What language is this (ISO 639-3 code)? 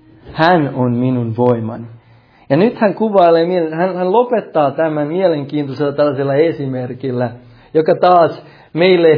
fin